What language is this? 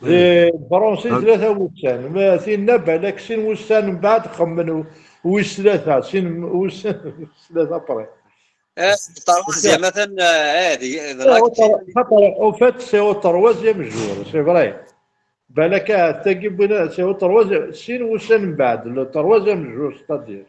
Kabyle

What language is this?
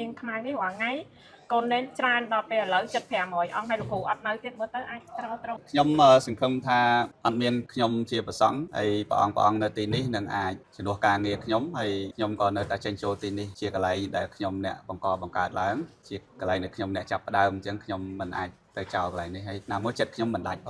Khmer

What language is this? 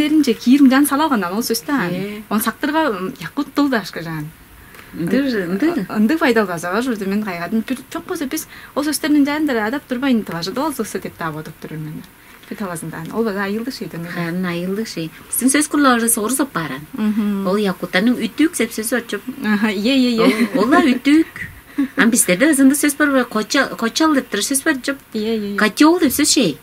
Tuvinian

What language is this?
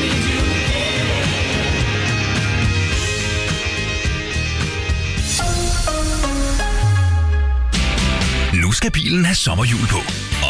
Danish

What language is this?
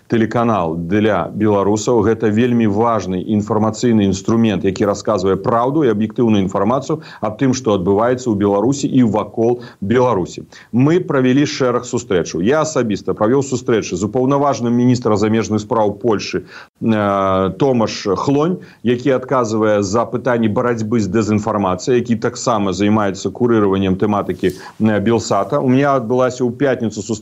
Belarusian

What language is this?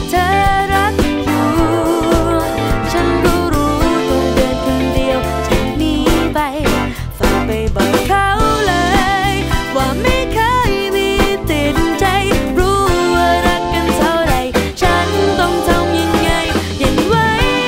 Thai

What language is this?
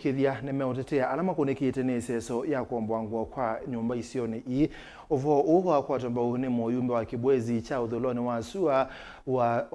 Kamba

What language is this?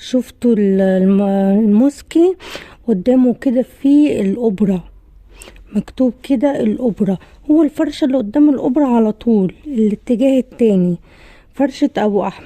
Egyptian Arabic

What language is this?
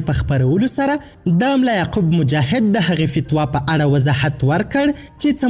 Pashto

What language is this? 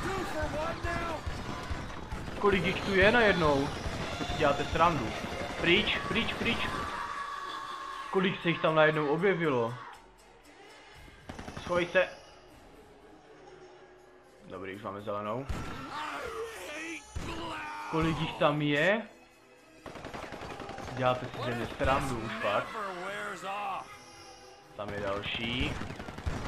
Czech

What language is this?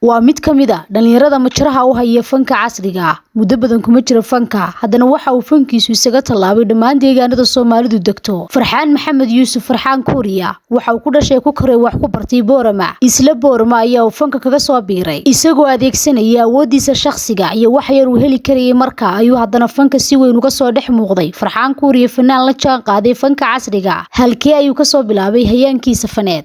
Somali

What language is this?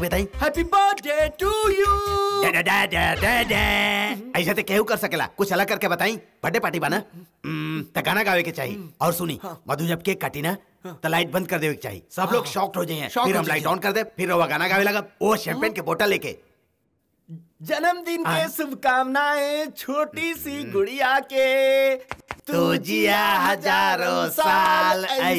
Bhojpuri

